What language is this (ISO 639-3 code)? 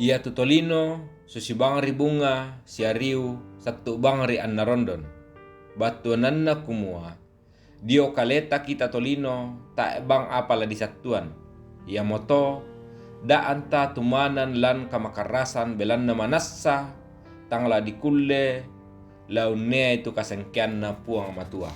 sda